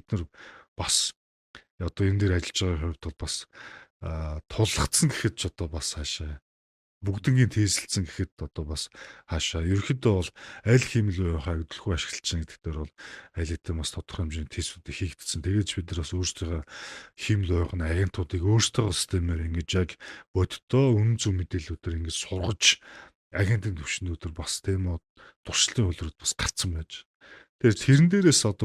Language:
Mongolian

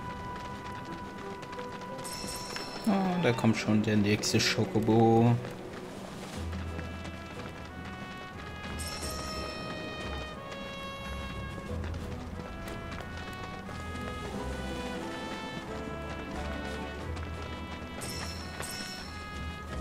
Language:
German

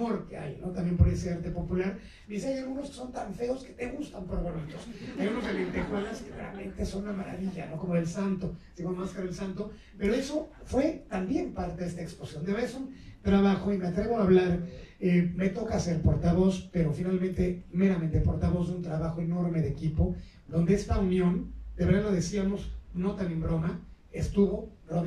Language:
Spanish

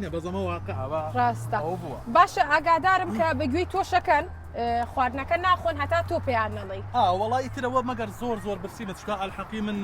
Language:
Central Kurdish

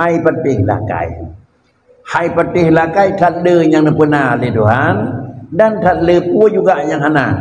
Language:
Achinese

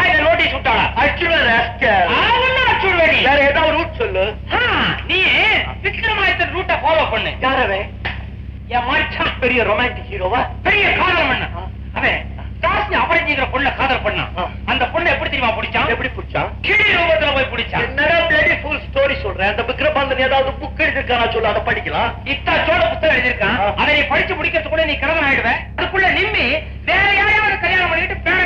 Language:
Tamil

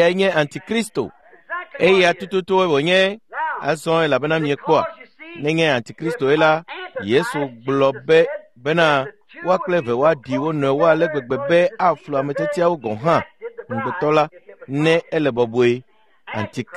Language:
Ewe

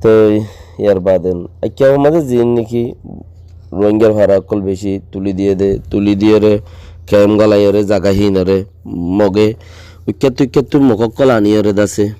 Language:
Rohingya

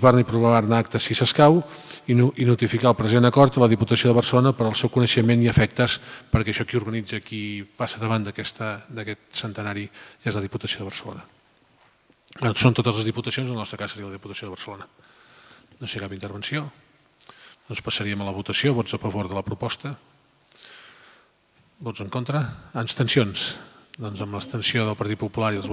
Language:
Catalan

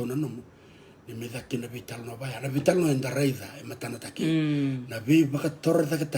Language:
Fijian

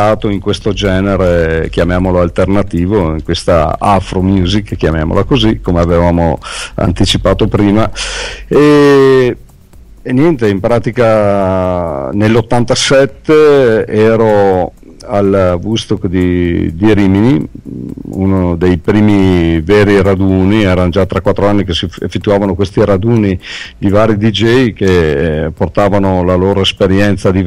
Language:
Italian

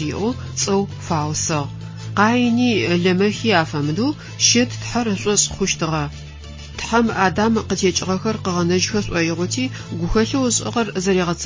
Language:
Adyghe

